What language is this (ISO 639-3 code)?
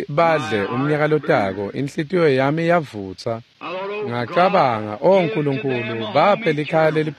ssw